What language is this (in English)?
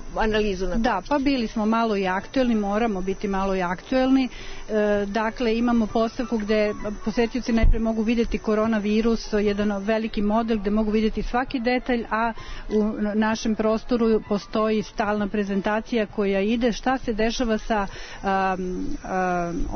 Serbian